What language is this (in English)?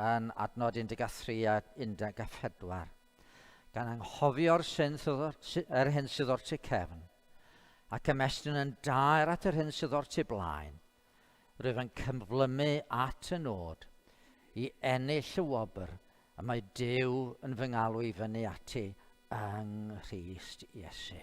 Welsh